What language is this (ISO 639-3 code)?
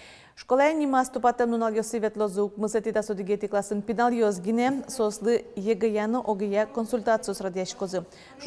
udm